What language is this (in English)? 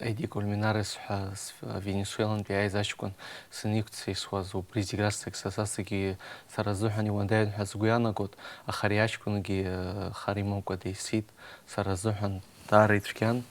Abkhazian